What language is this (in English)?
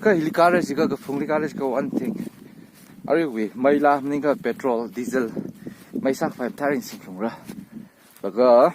Tangkhul Naga (India)